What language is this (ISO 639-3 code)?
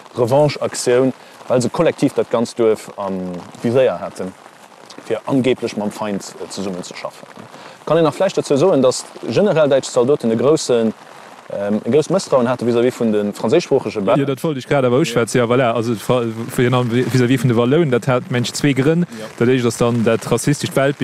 ltz